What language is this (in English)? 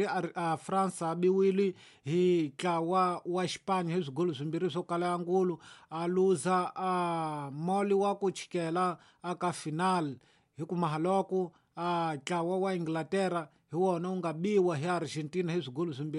Tsonga